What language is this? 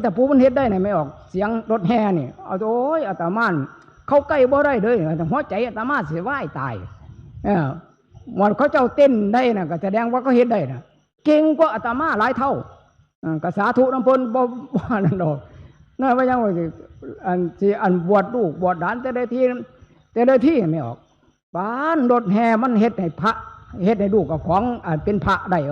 Northeastern Thai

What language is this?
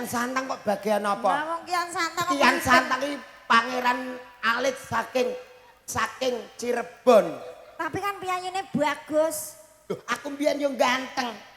Javanese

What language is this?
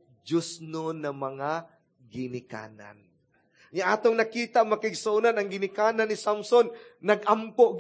Cebuano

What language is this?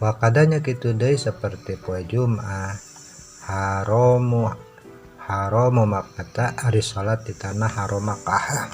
Sundanese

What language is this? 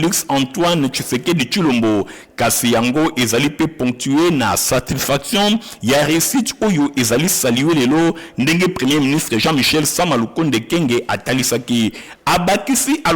Lingala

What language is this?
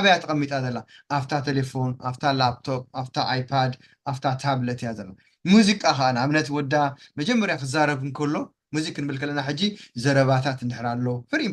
Tigrinya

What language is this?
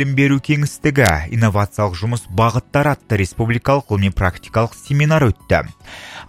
Kazakh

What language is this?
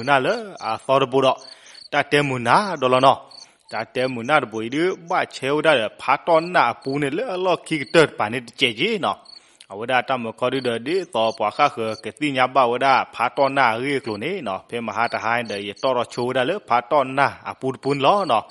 S'gaw Karen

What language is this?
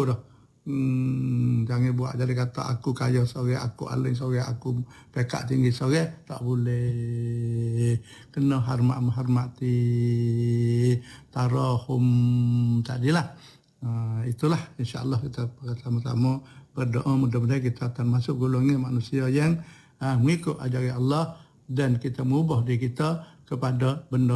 Malay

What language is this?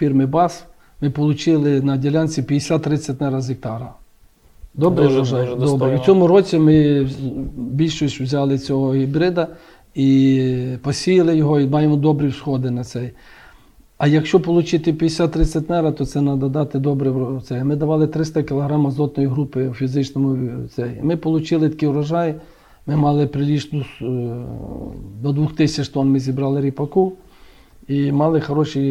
Ukrainian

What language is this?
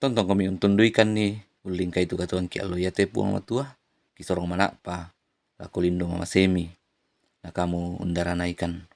Toraja-Sa'dan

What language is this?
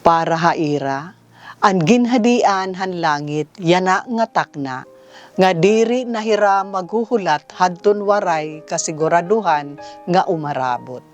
Waray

